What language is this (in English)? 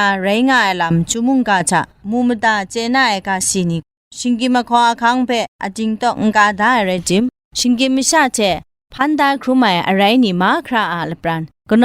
Kachin